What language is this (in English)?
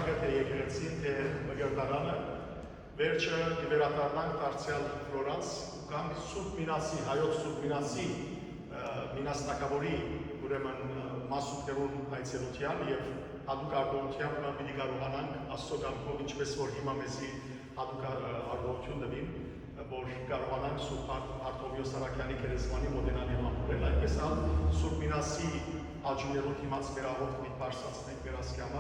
Western Armenian